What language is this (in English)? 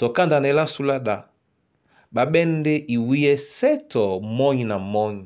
Duala